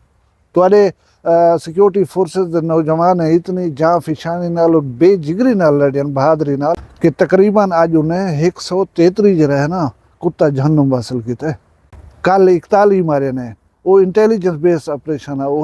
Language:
Saraiki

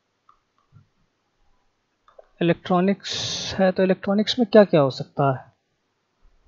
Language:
Hindi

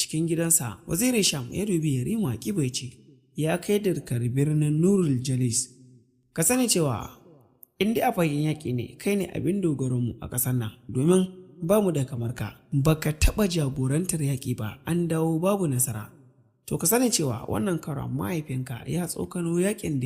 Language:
Hausa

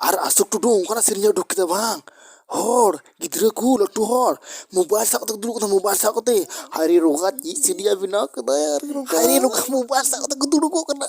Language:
Santali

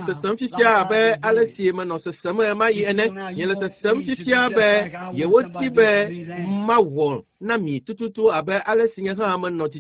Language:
Ewe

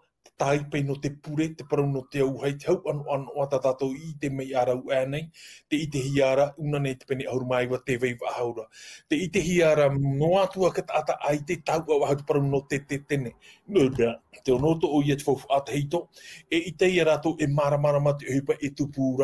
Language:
Tahitian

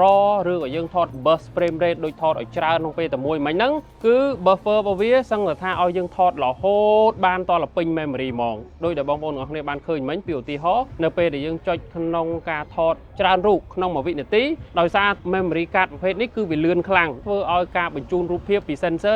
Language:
Khmer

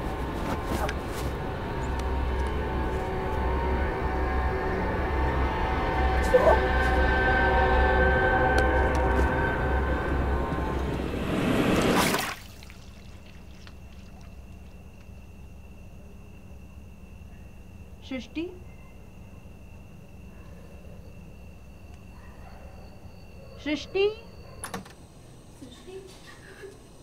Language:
Hindi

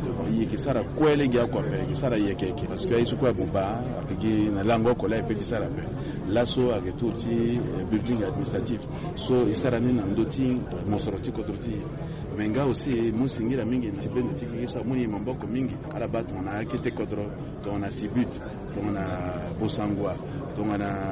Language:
Sango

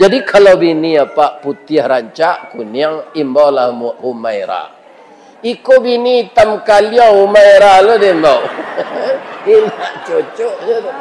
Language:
Minangkabau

